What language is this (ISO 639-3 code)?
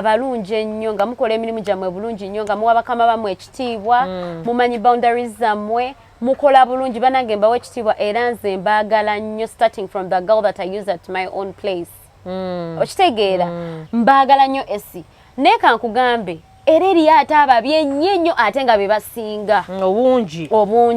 lug